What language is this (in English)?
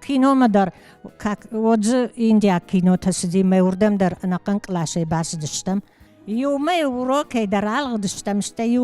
Ossetic